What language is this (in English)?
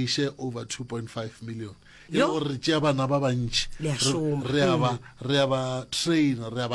Northern Sotho